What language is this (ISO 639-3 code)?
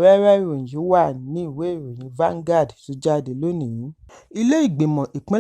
yor